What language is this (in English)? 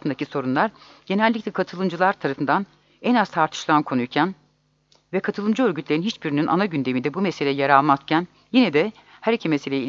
Turkish